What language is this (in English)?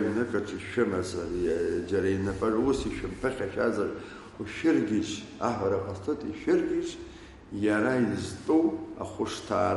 Abkhazian